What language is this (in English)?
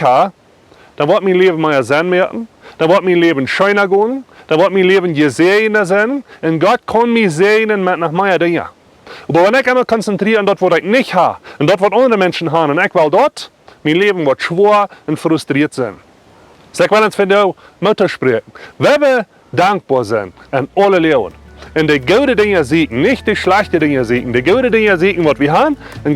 Plautdietsch